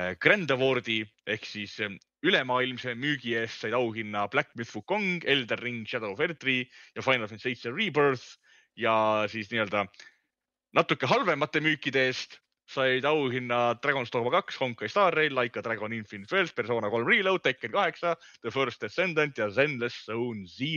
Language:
Estonian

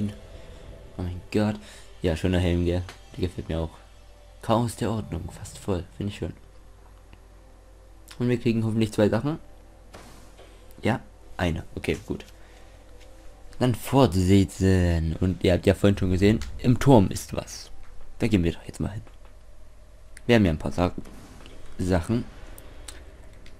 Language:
German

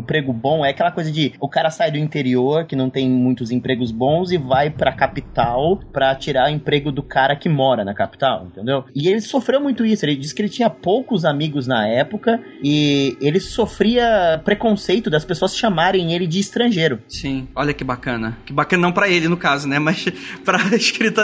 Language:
Portuguese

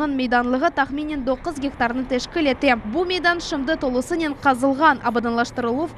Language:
Crimean Tatar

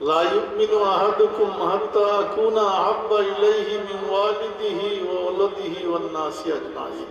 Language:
Sylheti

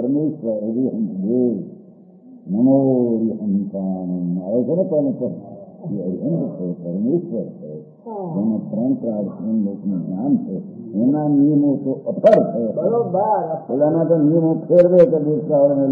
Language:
Gujarati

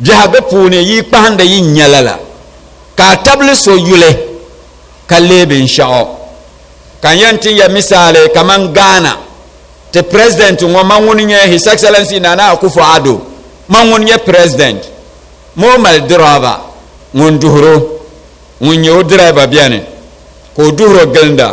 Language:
Dagbani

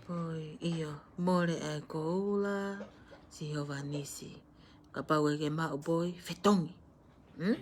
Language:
Tongan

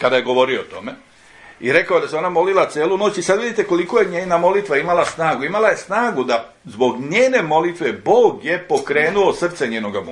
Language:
Serbian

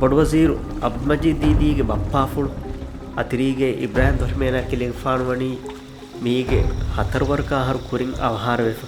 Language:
Divehi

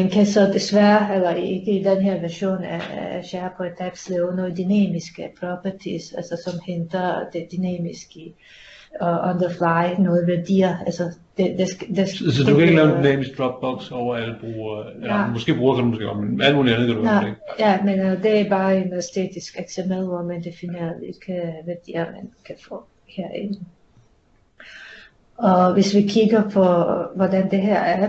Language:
Danish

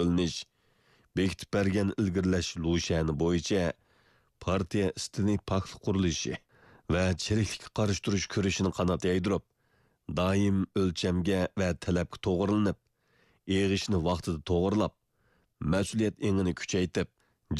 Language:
Uyghur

